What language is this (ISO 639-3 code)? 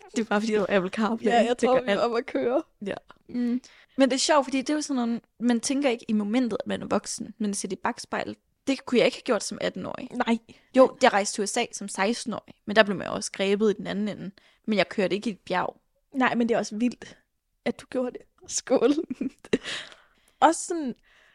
dan